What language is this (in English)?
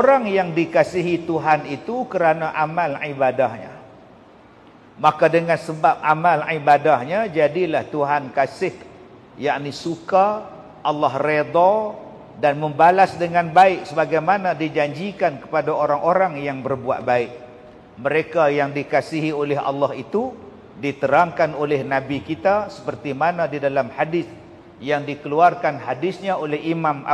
Malay